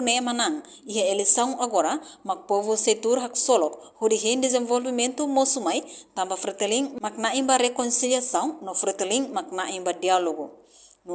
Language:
Tetum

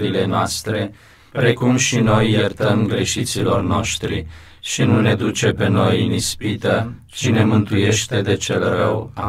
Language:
Romanian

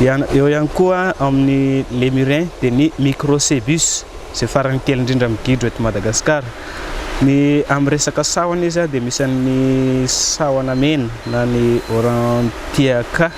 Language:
Malagasy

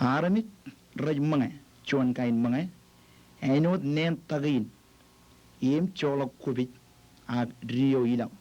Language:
Marshallese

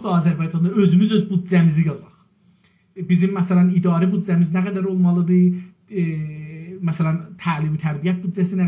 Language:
South Azerbaijani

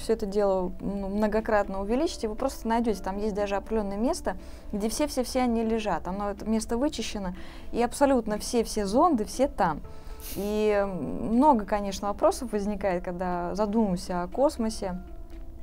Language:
Russian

